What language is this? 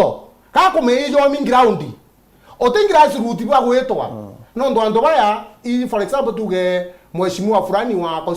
Meru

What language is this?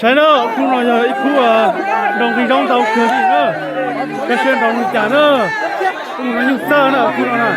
Hmong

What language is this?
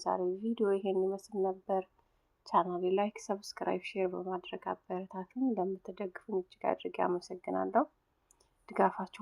Amharic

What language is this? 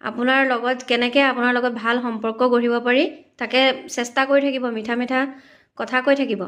Assamese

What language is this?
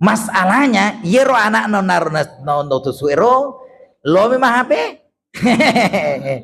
Buginese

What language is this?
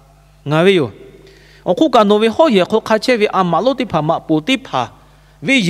Lahu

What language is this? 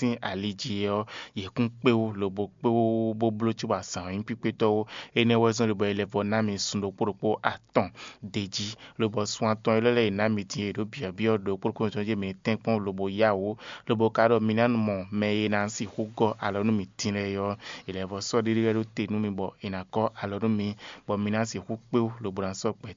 Fon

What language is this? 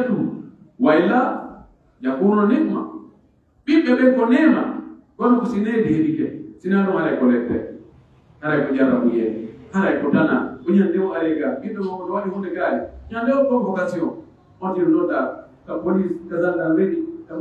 Pular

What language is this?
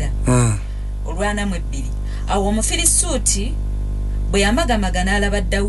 Ganda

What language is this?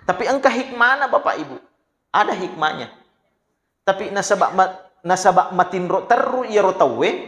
Buginese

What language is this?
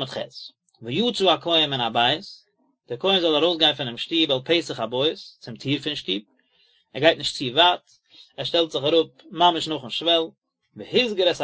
Yiddish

